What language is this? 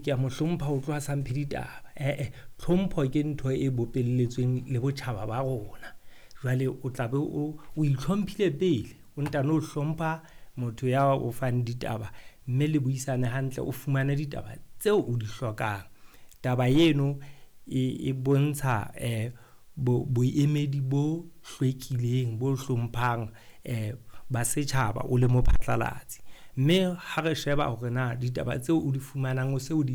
Southern Sotho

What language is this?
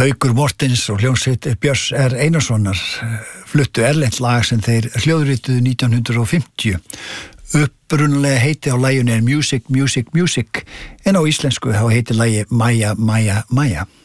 Icelandic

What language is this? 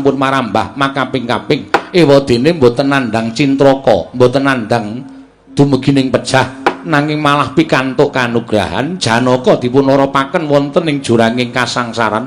Javanese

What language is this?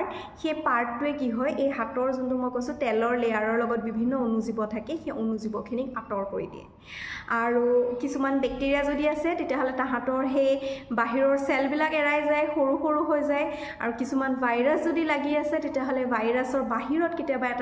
Assamese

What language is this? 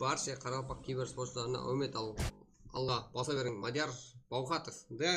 Kara-Kalpak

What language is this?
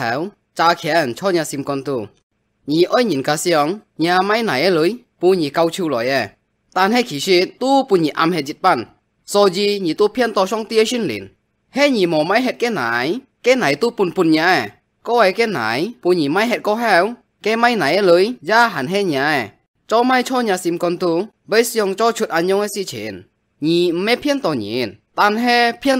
Hakka Chinese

